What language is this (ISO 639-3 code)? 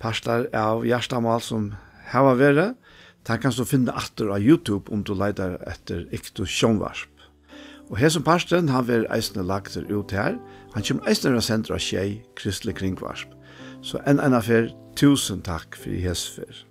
fao